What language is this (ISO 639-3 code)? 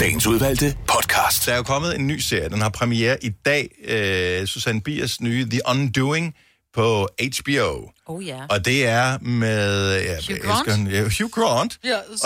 dan